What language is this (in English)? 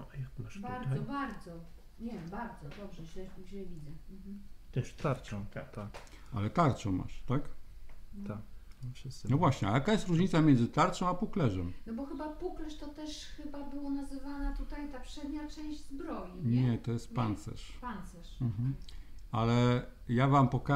Polish